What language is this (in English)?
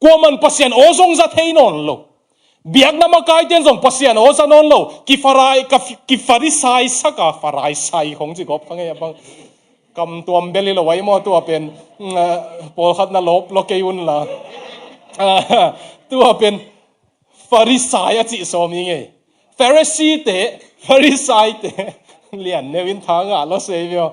Tedim Chin